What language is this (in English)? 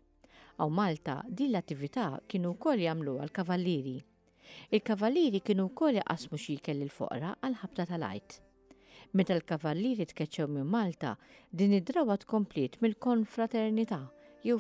Maltese